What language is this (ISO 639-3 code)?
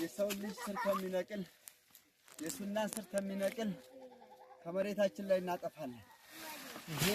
amh